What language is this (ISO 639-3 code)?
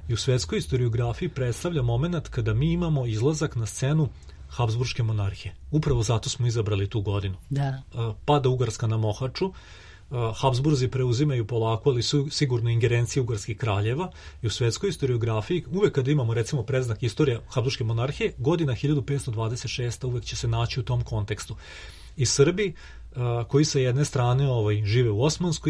srp